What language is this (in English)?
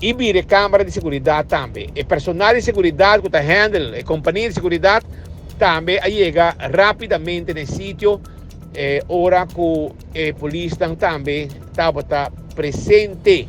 Papiamento